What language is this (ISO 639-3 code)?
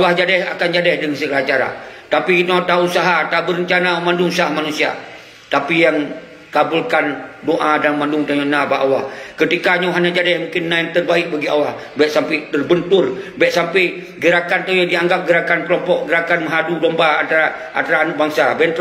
ace